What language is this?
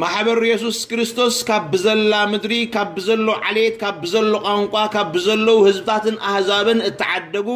Tigrinya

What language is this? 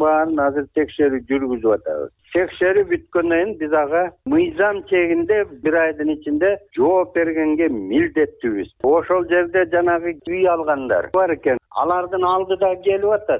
Kyrgyz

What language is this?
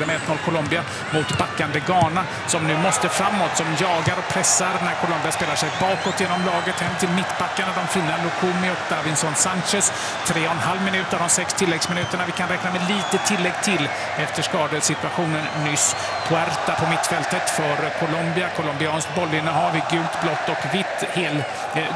Swedish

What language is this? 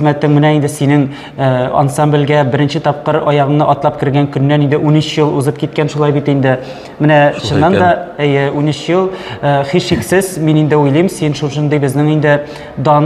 Tatar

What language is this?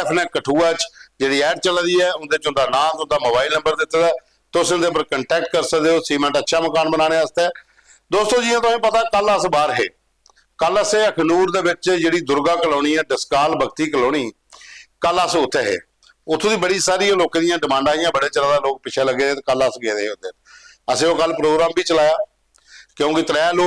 Dogri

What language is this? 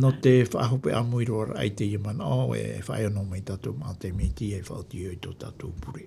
Tahitian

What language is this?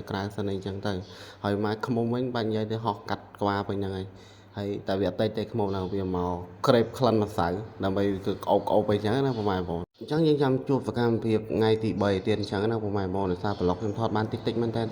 Khmer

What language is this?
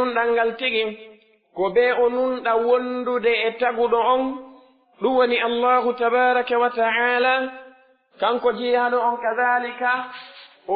Pular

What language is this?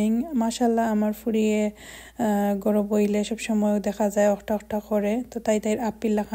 Sylheti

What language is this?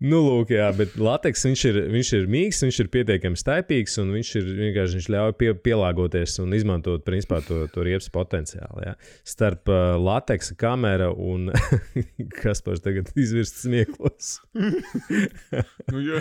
Latvian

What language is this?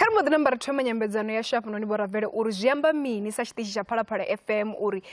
Venda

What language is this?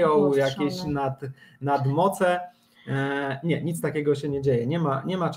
Polish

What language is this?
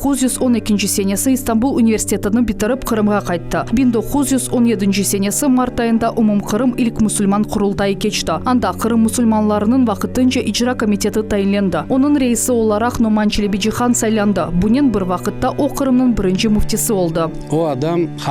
Crimean Tatar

